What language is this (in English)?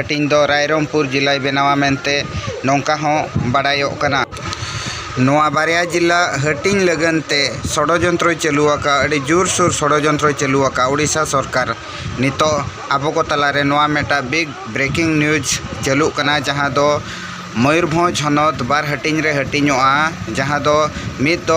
Santali